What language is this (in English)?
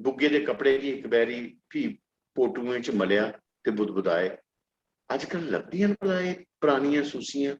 Dogri